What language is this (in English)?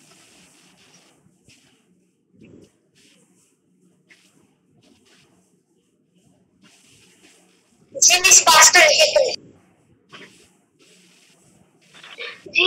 Bangla